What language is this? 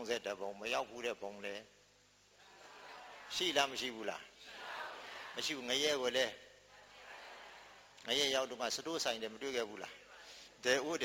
Burmese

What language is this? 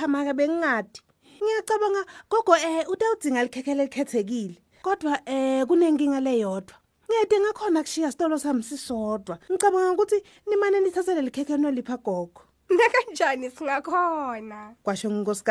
Swati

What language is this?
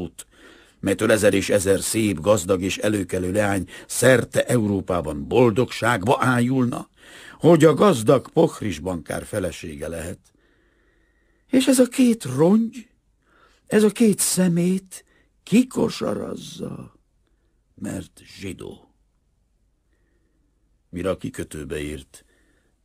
Hungarian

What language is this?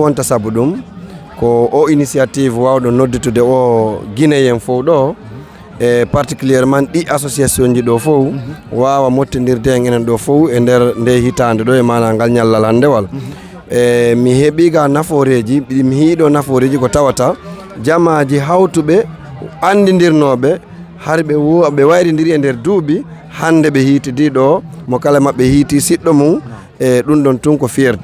Fula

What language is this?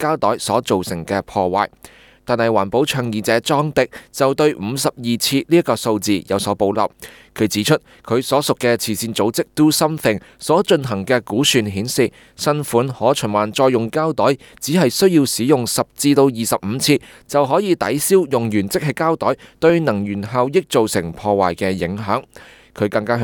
Cantonese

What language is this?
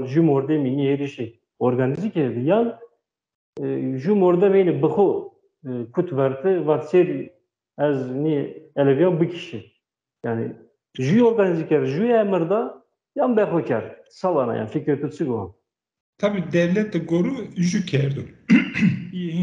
Zaza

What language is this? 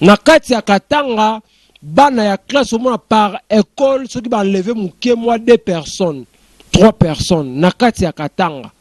Lingala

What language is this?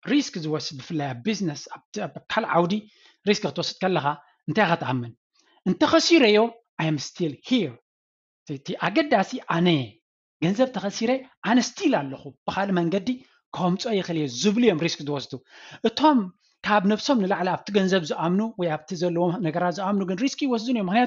Tigrinya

